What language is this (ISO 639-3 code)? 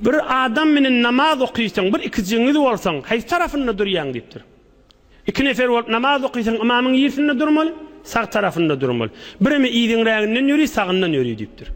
tuk